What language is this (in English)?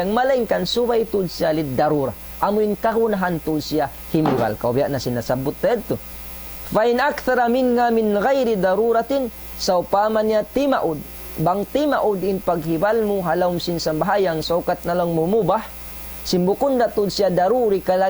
Tausug